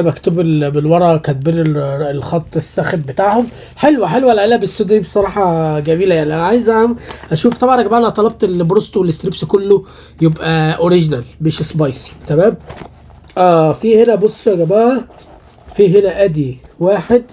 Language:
Egyptian Arabic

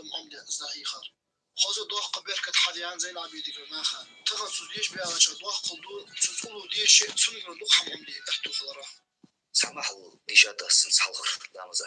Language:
Ingush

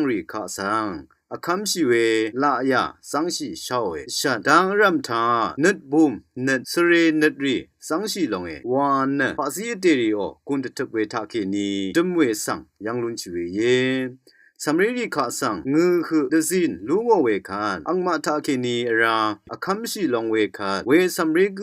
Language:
Rawang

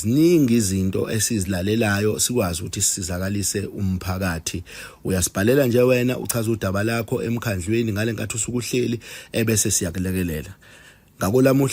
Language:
Zulu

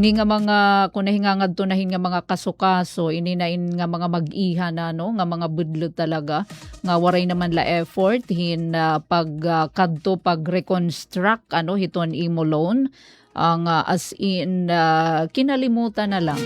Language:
Waray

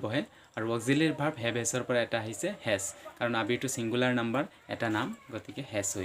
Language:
Assamese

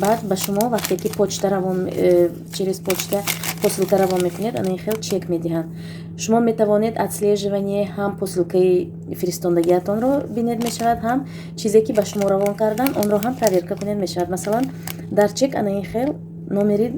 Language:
Tajik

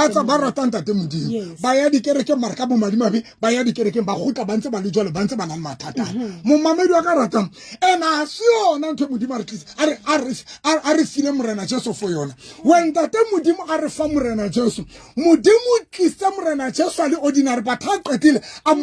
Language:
Southern Sotho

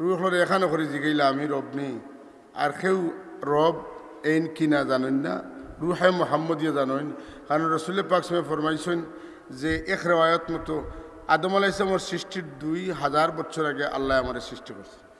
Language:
Sylheti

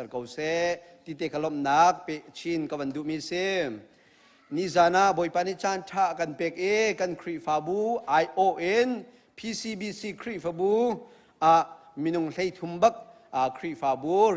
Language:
Hakha Chin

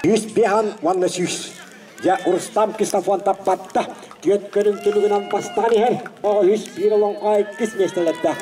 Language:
Yakut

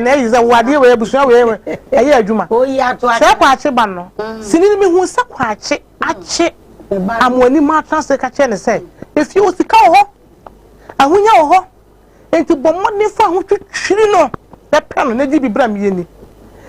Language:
Akan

